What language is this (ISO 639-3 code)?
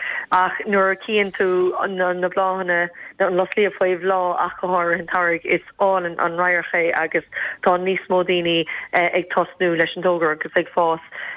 gle